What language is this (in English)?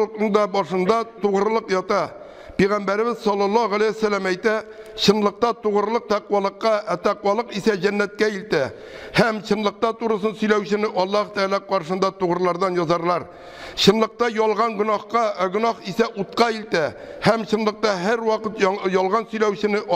Tatar